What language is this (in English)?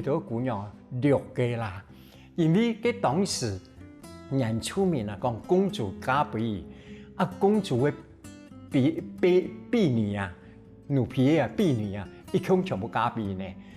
Hakka Chinese